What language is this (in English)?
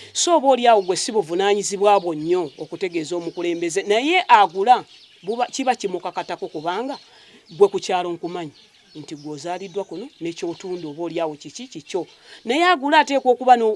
Ganda